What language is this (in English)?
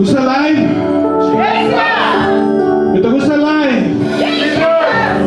Tok Pisin